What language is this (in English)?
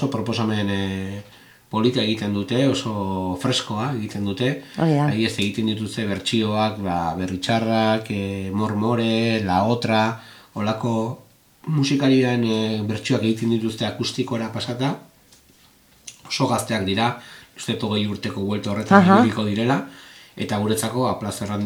Basque